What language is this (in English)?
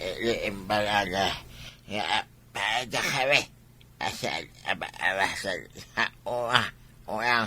Iloko